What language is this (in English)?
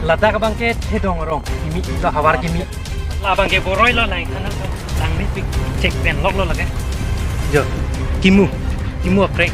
Karbi